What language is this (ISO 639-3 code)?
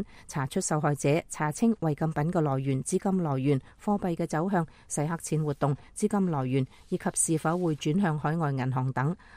yue